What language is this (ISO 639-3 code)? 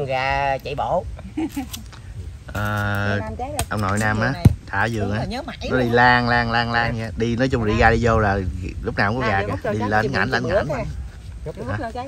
vie